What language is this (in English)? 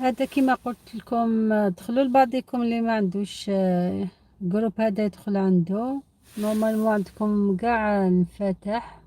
Algerian Arabic